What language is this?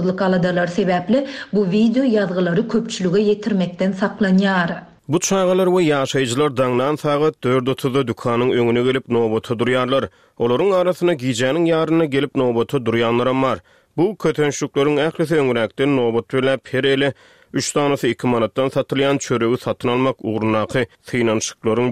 Turkmen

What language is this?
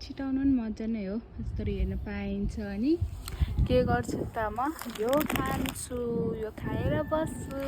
Nepali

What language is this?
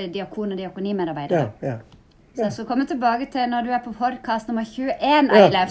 Norwegian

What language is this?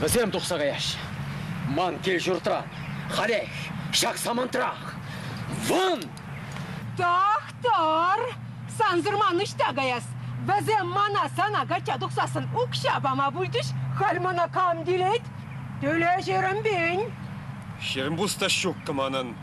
Chuvash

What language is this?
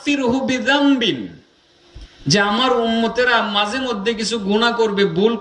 Bangla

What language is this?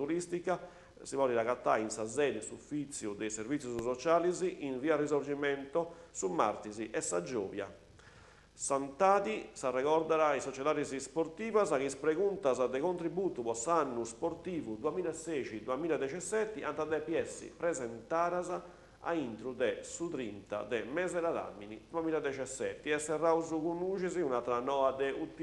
Sardinian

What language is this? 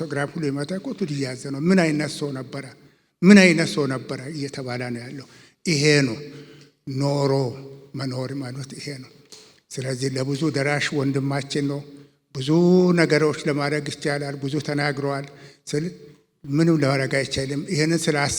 Amharic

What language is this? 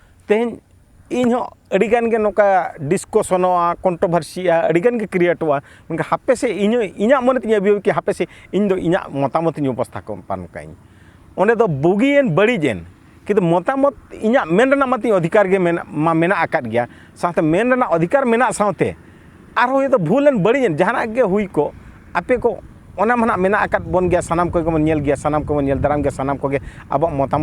Santali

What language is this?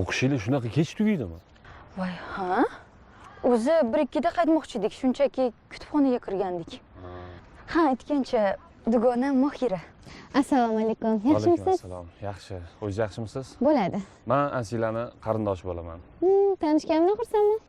Uzbek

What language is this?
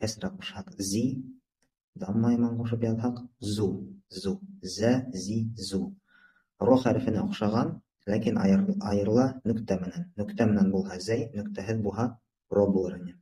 Bashkir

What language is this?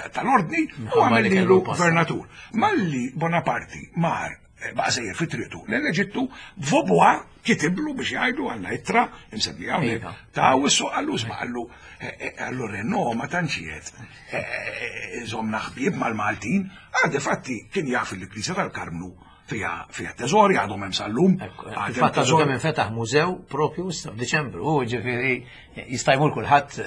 Maltese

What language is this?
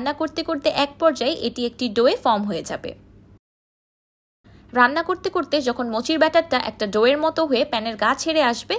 Bangla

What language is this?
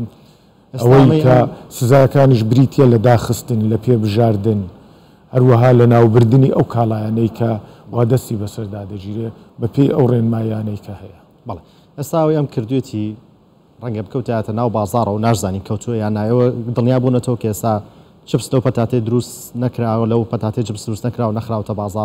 Central Kurdish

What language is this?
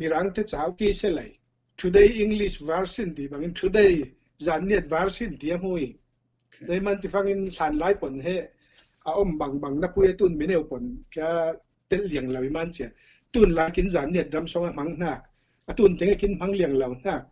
Falam Chin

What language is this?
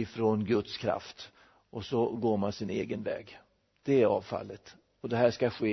Swedish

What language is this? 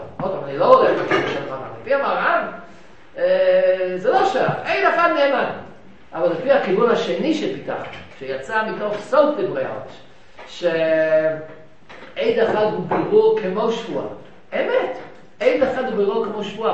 Hebrew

